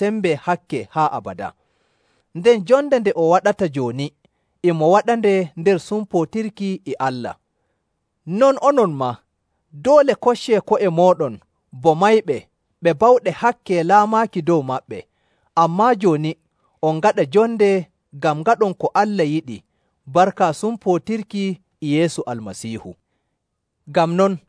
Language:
Nigerian Fulfulde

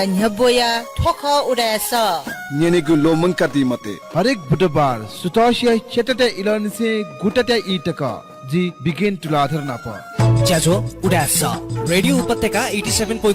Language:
Newari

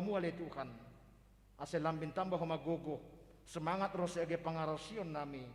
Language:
Batak Simalungun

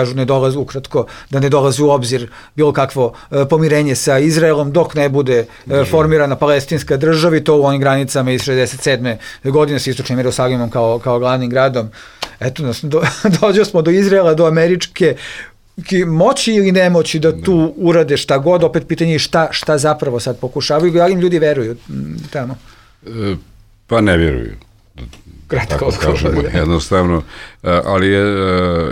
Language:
Bosnian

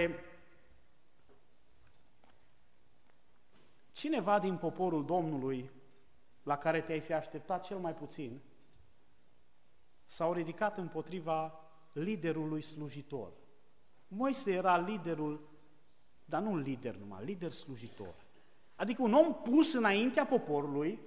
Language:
Romanian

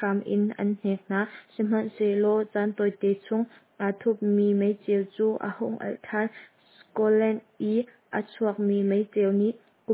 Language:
Hakha Chin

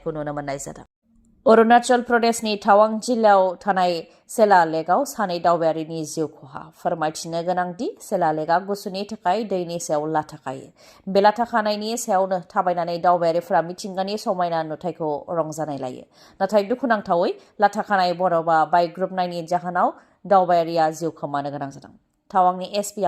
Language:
Bodo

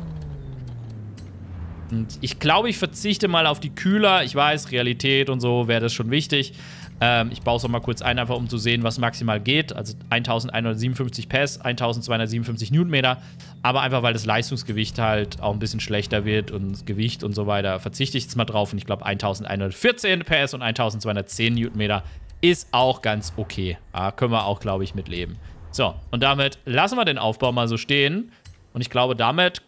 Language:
German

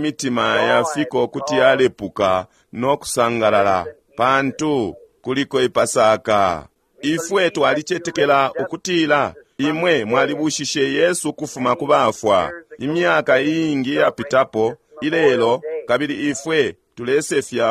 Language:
Bemba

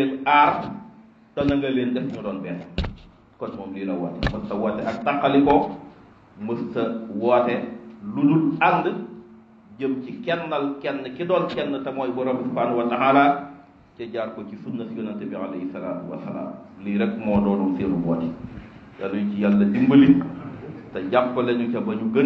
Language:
Wolof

